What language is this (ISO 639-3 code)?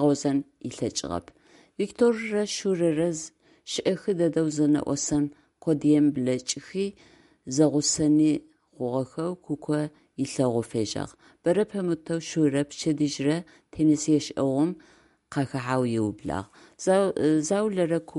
ady